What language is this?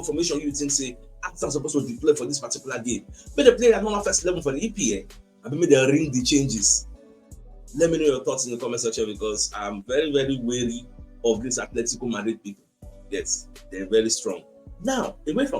Nigerian Pidgin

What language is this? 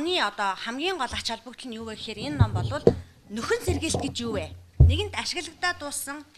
Mongolian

